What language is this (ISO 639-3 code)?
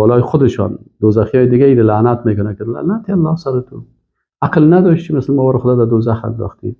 fas